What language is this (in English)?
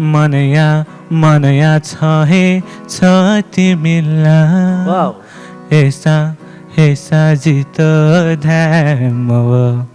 Newari